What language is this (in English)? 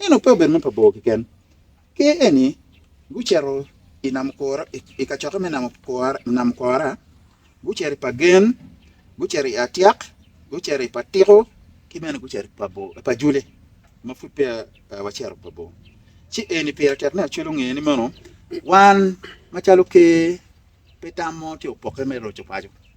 Acoli